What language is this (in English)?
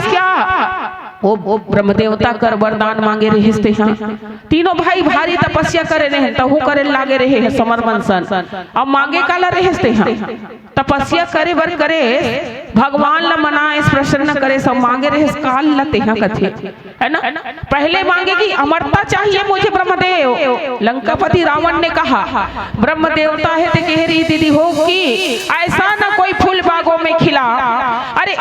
Chhattisgarhi